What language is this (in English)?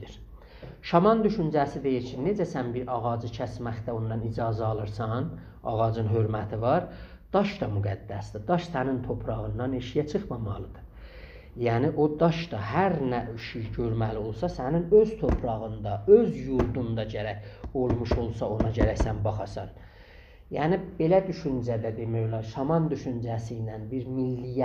South Azerbaijani